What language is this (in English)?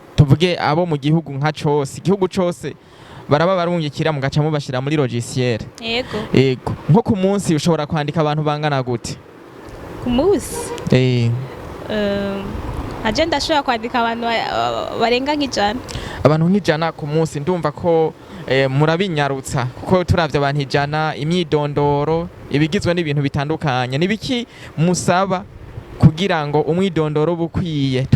Rundi